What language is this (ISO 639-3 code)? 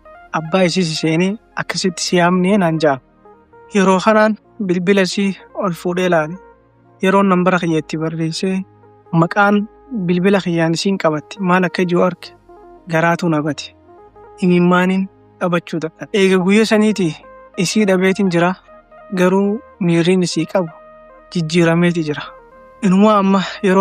orm